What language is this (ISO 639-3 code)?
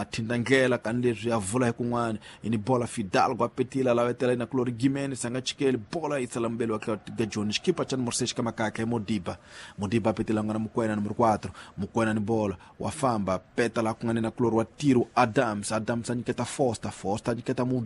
tso